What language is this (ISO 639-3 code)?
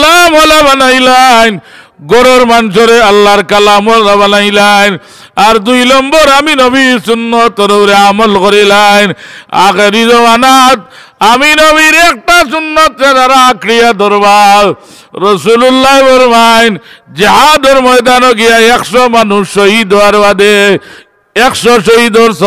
syl